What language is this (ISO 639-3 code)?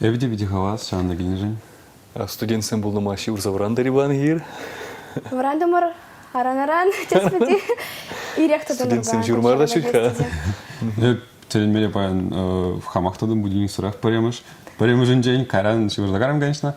chv